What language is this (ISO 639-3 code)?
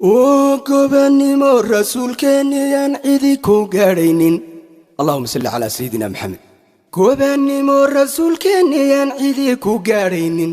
som